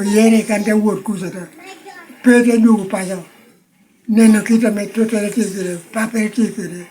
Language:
Lango (Uganda)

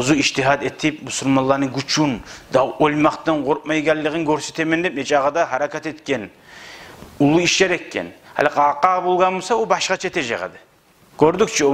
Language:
Kumyk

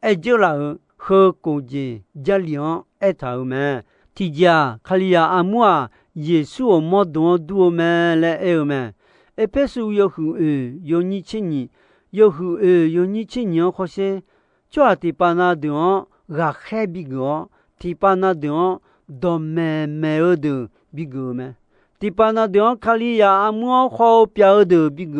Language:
Akha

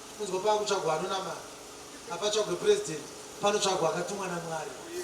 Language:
Shona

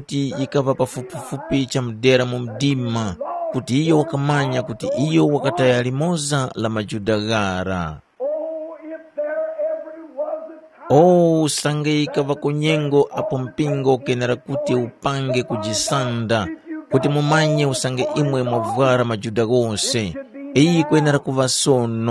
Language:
Tumbuka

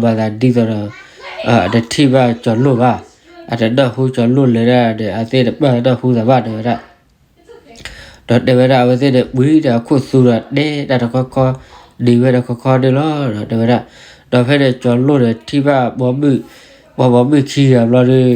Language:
S'gaw Karen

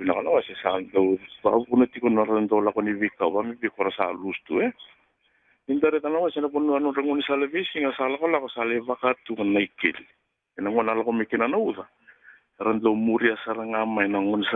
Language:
Fijian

